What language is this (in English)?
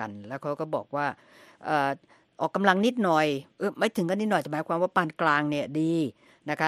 Thai